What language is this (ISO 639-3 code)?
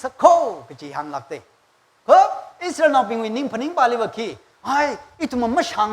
nmf